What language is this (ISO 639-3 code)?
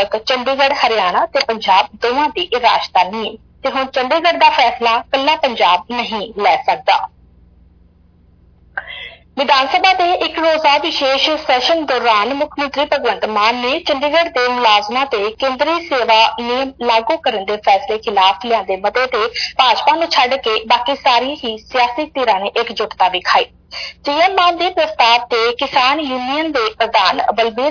pan